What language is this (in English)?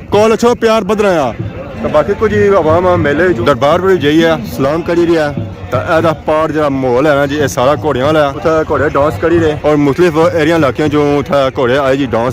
Pahari-Potwari